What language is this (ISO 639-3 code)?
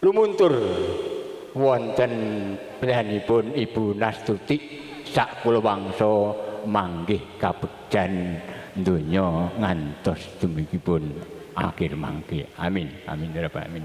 jav